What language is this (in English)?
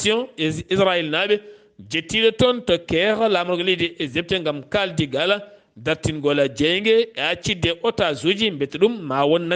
Fula